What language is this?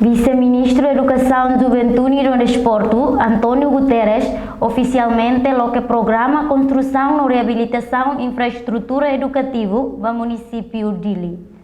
Tetum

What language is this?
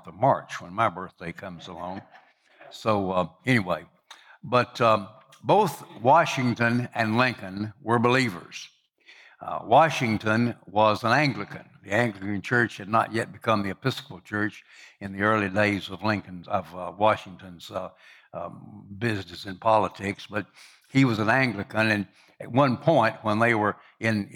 English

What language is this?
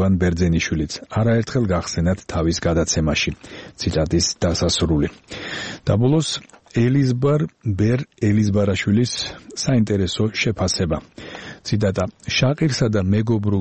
Georgian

